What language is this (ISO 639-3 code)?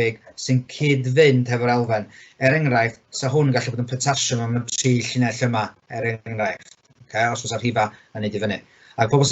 cym